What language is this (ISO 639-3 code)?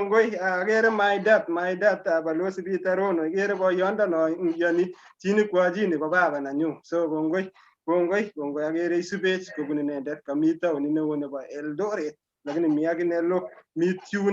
kln